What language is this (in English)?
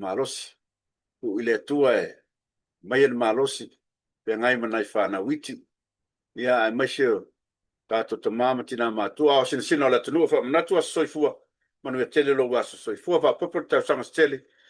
Samoan